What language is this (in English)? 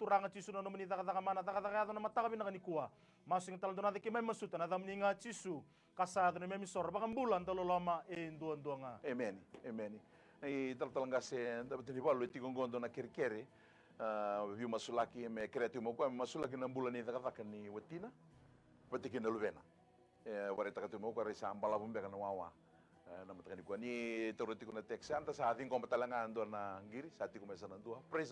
Fijian